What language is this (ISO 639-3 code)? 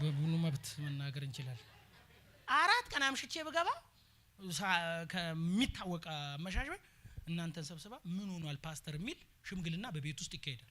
amh